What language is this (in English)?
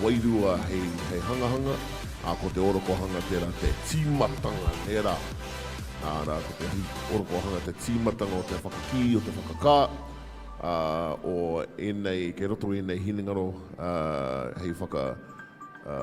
Māori